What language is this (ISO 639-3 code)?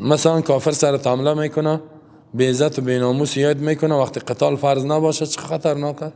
fas